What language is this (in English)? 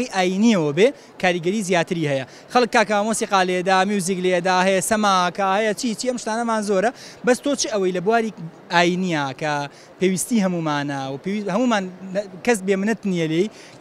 Central Kurdish